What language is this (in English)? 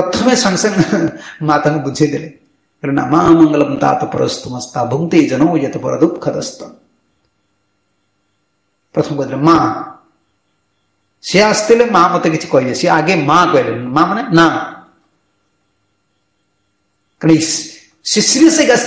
Odia